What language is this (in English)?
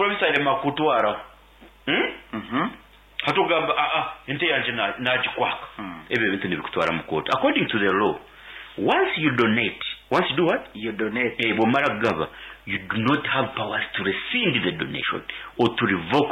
Nyoro